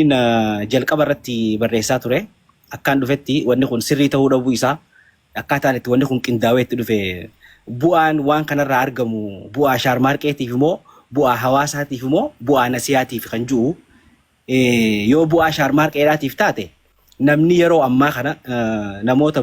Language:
Oromo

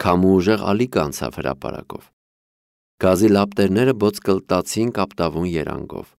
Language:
Armenian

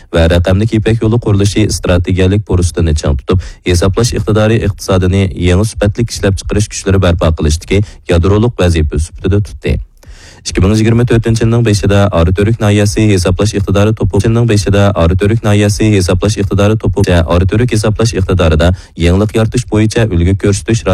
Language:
Uyghur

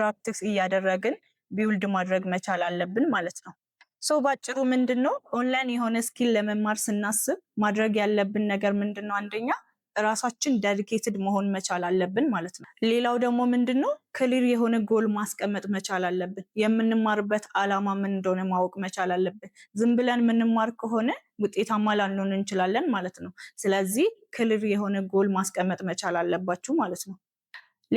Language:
Amharic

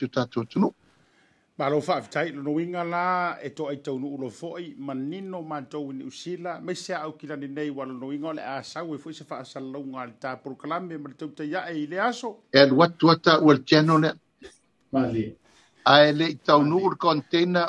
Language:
Samoan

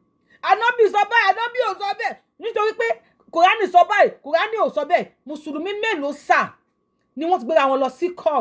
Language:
Yoruba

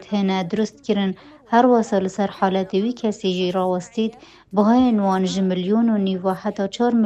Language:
Kurdish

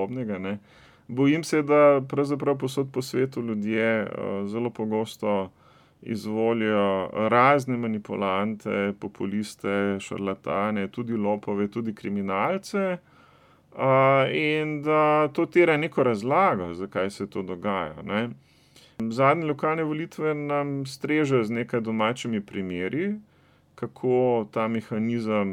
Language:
Slovenian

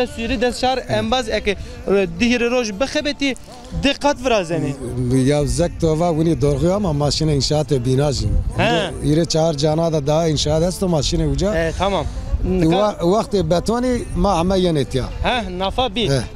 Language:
Zaza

